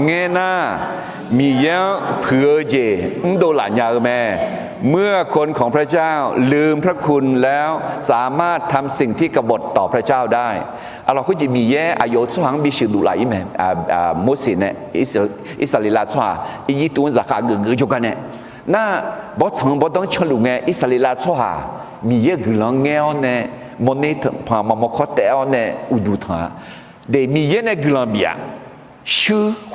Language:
Akha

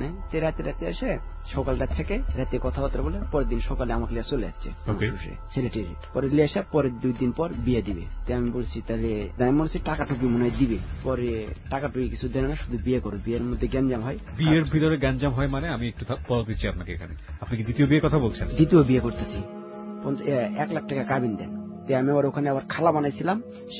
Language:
Bangla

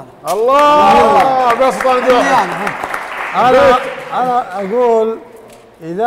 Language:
Arabic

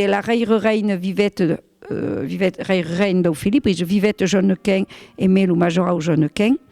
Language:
Occitan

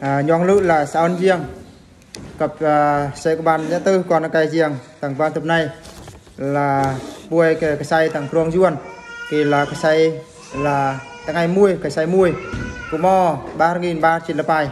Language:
Eastern Bru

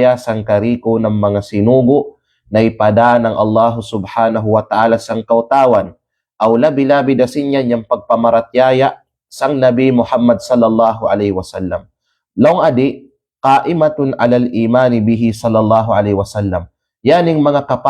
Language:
Kalagan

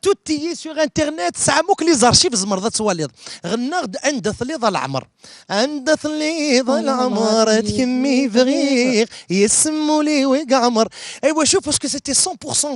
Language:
Kabyle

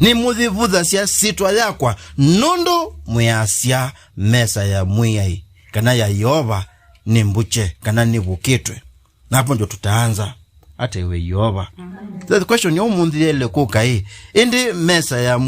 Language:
Kamba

